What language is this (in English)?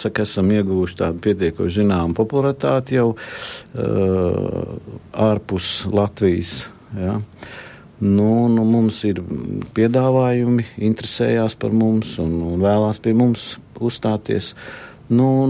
Latvian